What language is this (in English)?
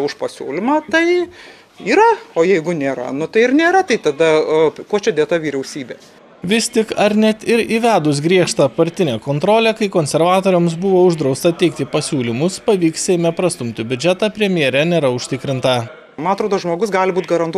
Lithuanian